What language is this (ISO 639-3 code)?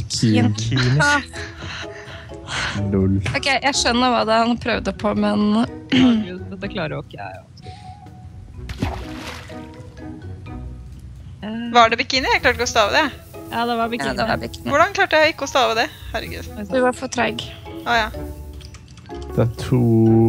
nor